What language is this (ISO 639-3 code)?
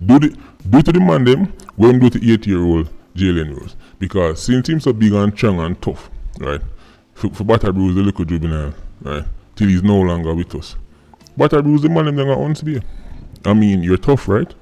jam